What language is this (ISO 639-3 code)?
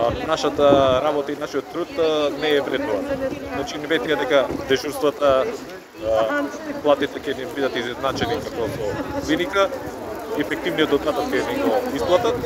mkd